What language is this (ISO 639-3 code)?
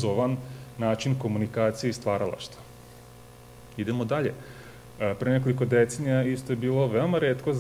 srp